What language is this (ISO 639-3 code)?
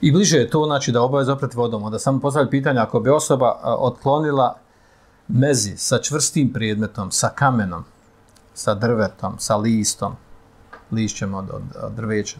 bos